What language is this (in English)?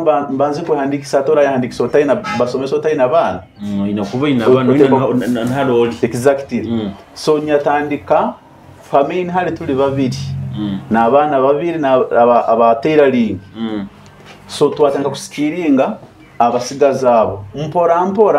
Nyoro